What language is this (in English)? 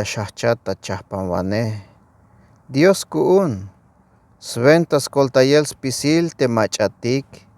Tzeltal